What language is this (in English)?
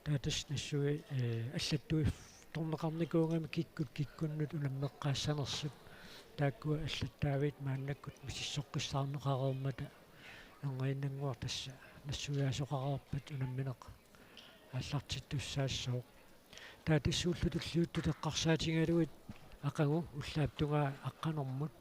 Kalaallisut